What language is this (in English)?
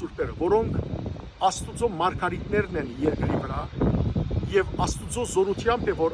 Western Armenian